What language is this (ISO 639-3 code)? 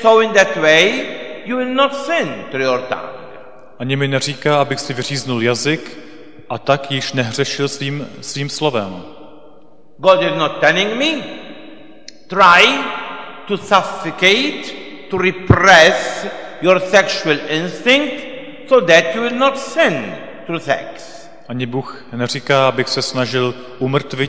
ces